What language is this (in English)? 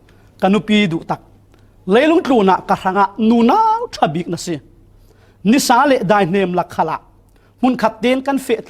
Falam Chin